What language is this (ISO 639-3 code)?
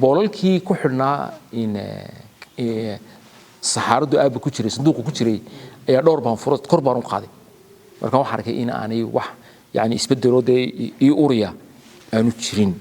som